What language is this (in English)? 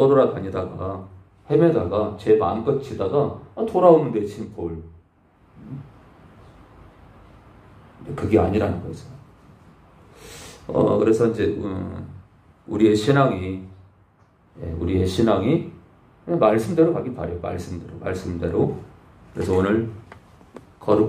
Korean